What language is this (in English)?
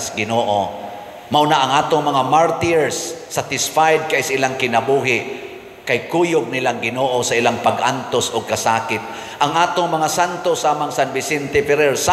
Cebuano